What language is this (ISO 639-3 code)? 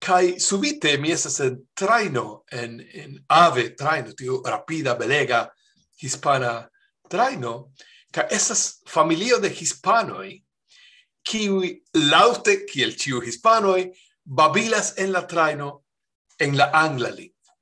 epo